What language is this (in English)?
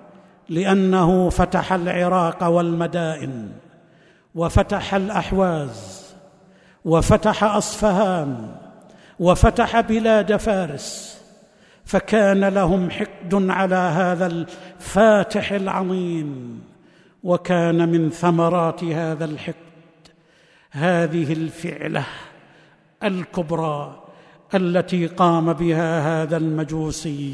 Arabic